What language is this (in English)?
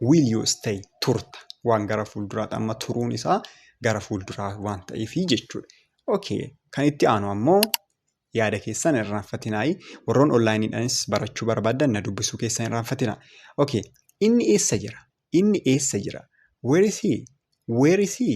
Oromo